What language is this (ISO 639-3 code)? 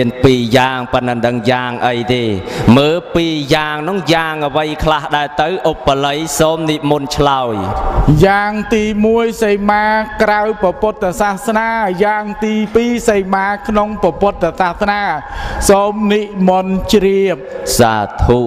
khm